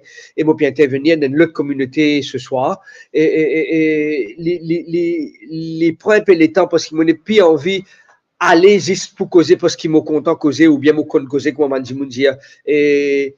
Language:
Morisyen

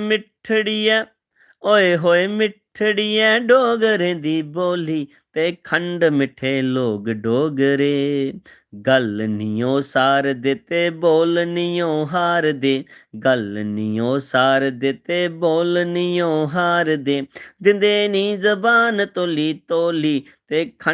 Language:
Dogri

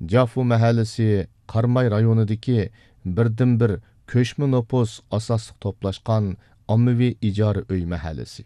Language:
Uyghur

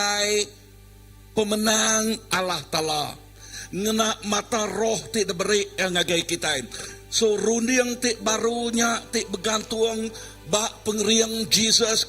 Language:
Iban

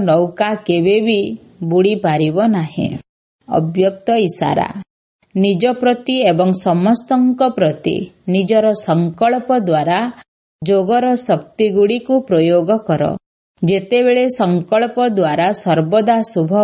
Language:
Odia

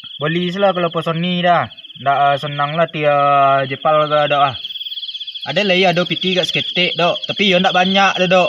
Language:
Minangkabau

